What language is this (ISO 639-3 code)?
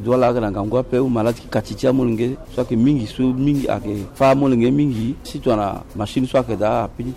sag